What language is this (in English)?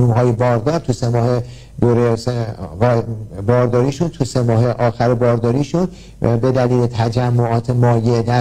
Persian